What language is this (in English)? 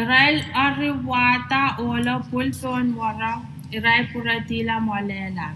Pohnpeian